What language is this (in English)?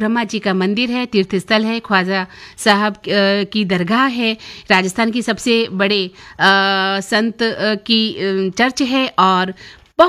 Hindi